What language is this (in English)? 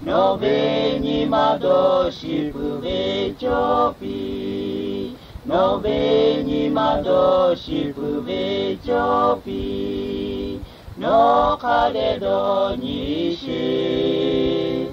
Lahu